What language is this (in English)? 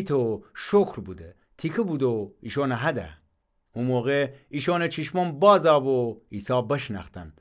Gilaki